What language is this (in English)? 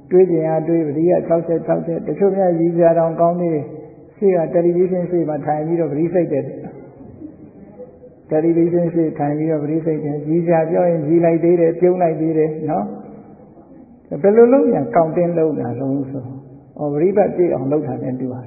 Burmese